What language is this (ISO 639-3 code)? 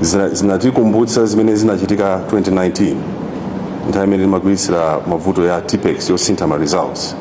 nya